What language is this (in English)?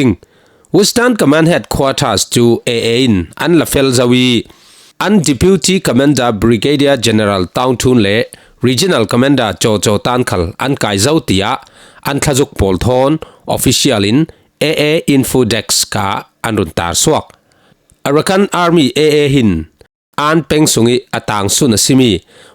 Falam Chin